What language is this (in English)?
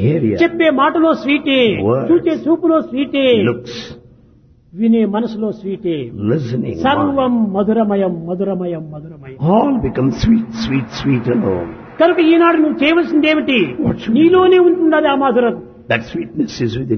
Telugu